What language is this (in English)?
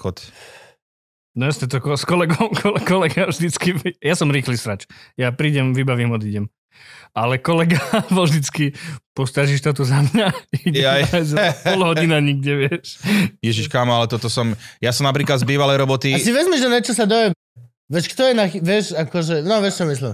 Slovak